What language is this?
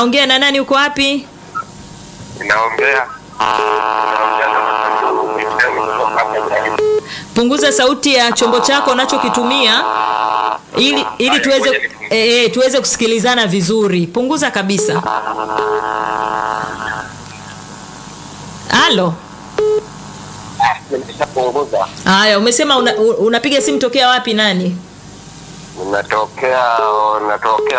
Swahili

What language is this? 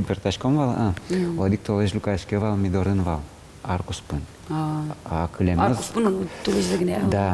Udmurt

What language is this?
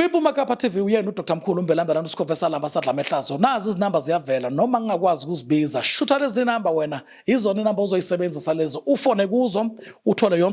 Zulu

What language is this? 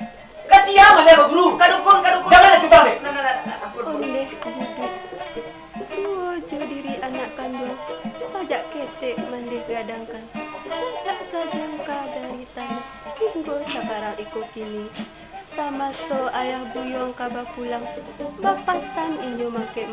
Minangkabau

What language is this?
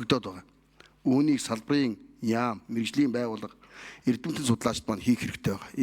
Mongolian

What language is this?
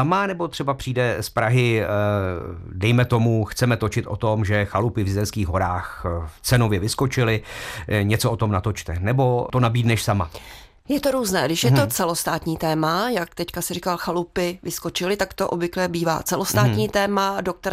Czech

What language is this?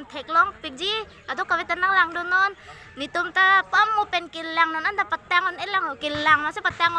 Karbi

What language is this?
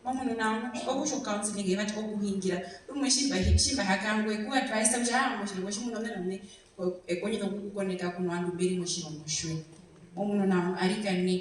Herero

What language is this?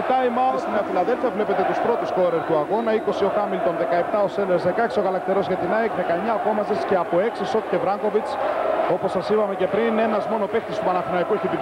Greek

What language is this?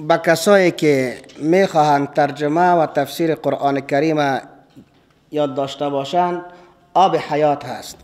Persian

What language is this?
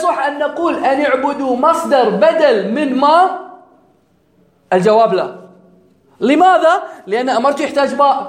Arabic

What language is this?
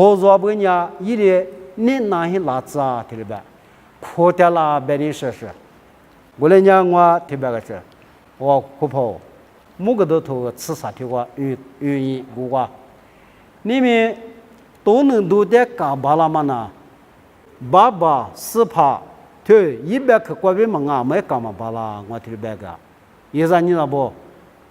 Lisu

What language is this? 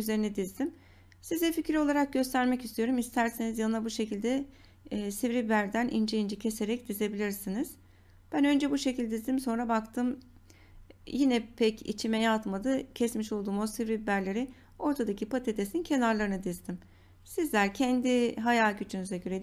Turkish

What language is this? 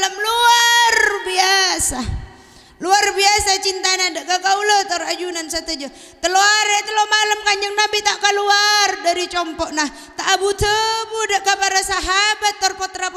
Madurese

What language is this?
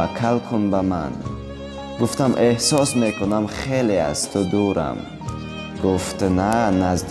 Tajik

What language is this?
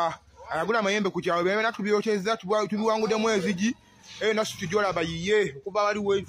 Ganda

